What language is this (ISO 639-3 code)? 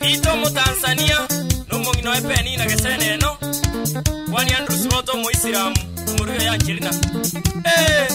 guz